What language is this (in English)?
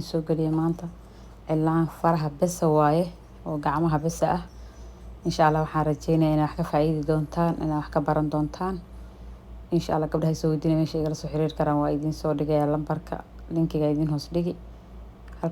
Somali